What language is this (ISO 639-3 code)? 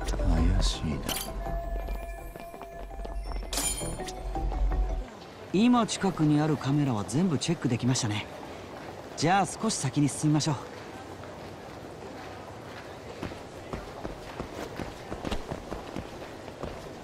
jpn